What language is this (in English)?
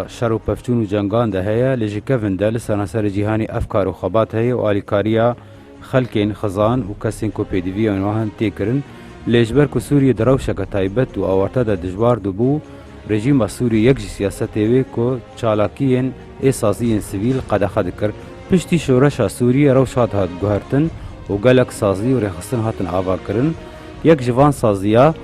Kurdish